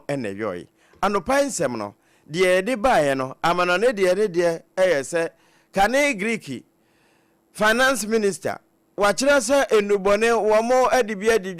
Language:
Akan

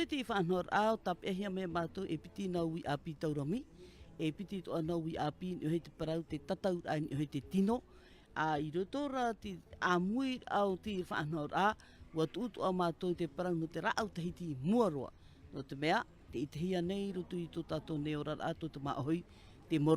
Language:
Tahitian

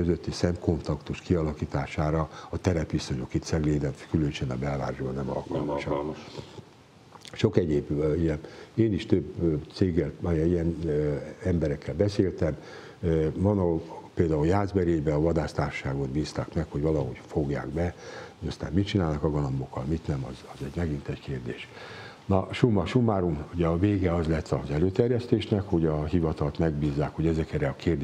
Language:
Hungarian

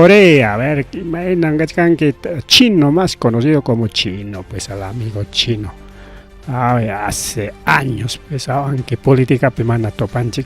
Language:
Ayacucho Quechua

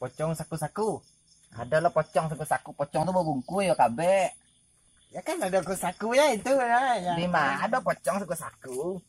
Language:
Minangkabau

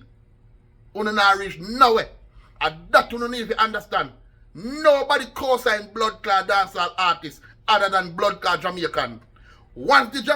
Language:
Jamaican Creole English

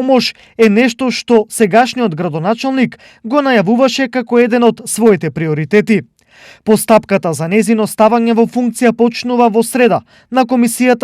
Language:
Macedonian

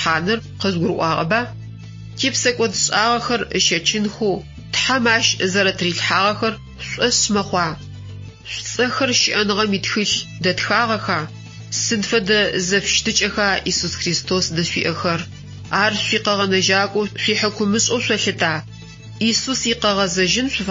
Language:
Adyghe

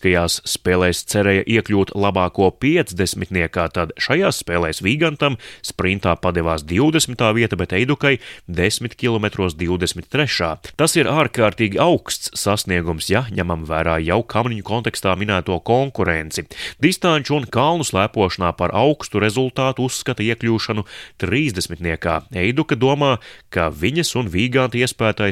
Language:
Latvian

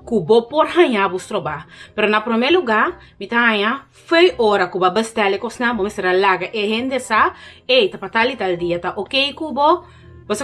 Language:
Papiamento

